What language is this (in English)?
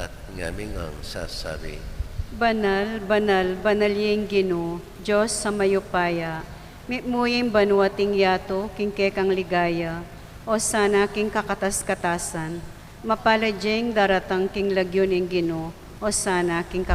Pampanga